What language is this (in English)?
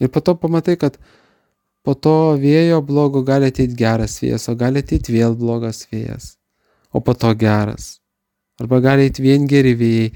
Lithuanian